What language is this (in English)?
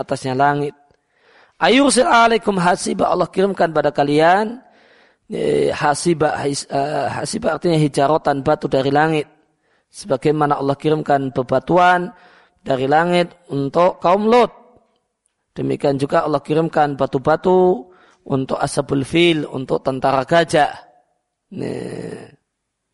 Indonesian